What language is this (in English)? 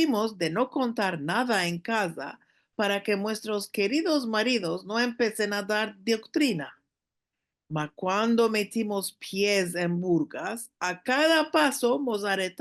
Ladino